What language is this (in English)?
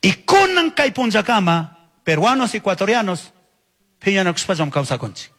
Chimborazo Highland Quichua